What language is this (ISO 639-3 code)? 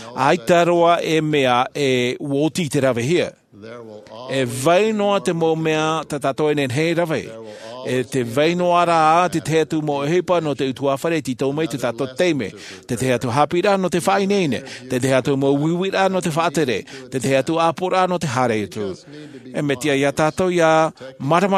tah